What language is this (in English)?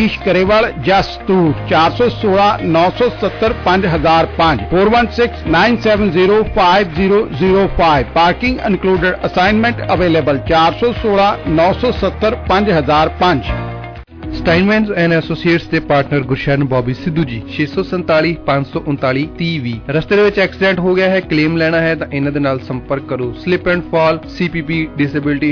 Punjabi